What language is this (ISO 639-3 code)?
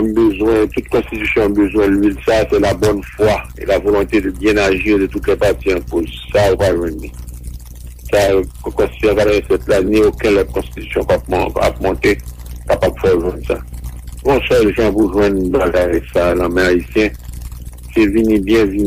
hat